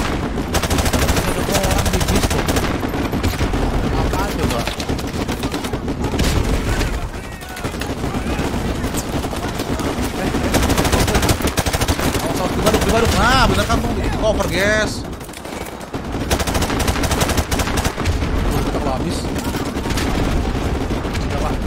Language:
Indonesian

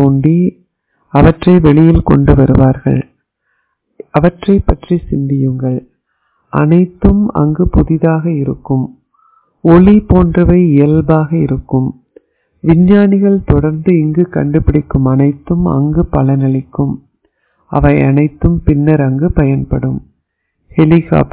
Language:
Tamil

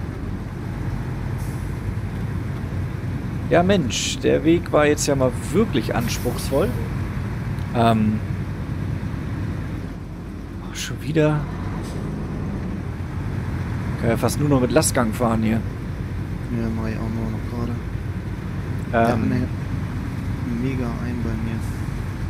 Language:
German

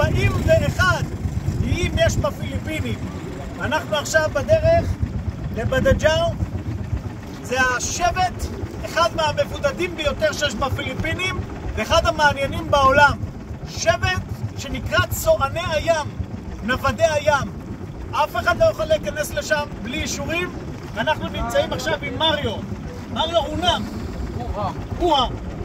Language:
Hebrew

